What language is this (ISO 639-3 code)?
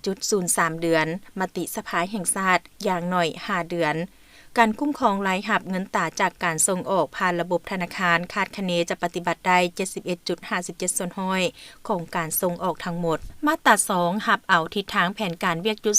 lao